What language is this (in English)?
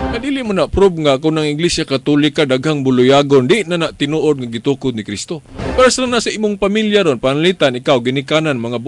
Cebuano